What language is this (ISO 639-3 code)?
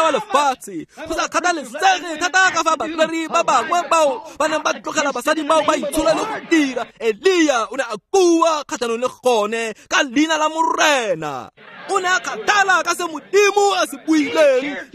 tsn